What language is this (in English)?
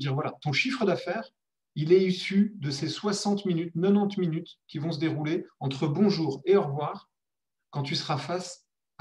French